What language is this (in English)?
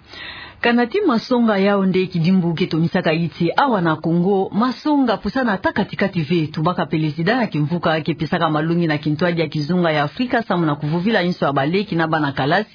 Kituba (Democratic Republic of Congo)